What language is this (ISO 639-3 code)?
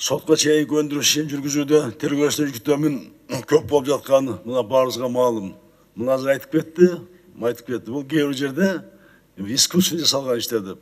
kir